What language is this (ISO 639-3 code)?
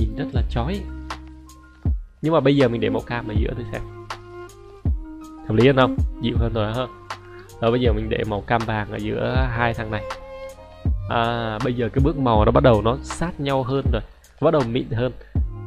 vie